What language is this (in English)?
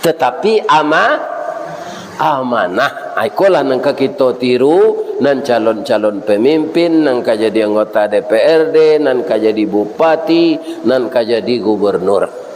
Minangkabau